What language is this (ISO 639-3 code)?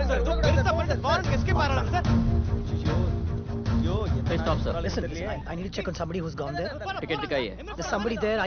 tam